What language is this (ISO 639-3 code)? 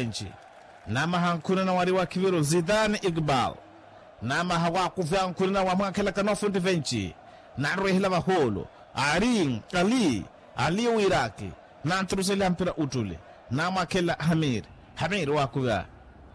vmw